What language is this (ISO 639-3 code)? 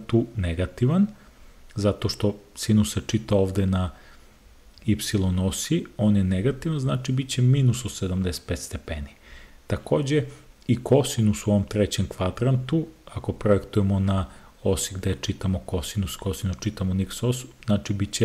srp